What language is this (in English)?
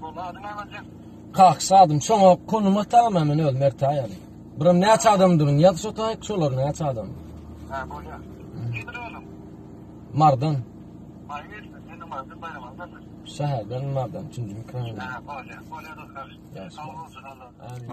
Turkmen